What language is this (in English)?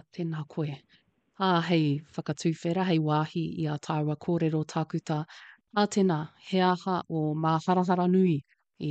Māori